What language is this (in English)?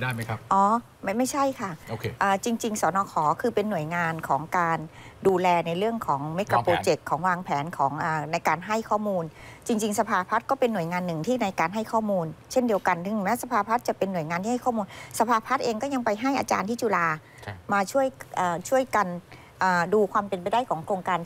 Thai